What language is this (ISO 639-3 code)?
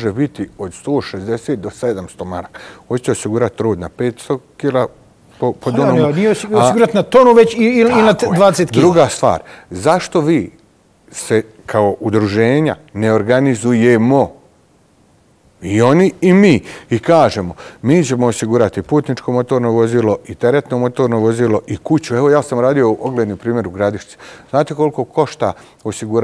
bos